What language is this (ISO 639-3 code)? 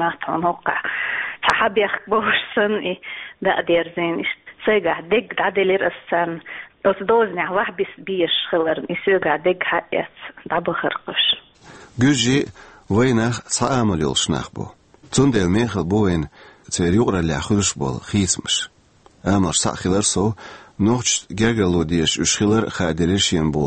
che